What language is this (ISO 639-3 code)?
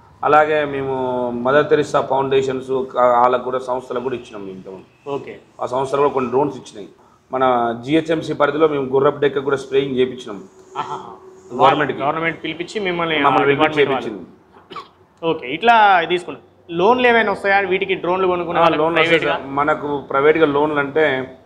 tel